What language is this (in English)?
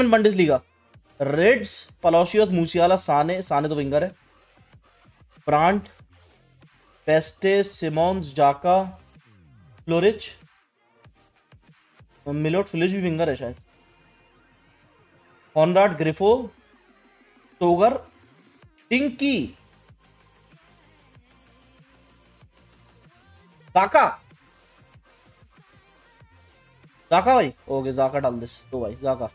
Hindi